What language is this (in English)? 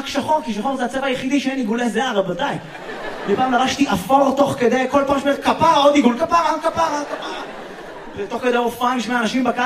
Hebrew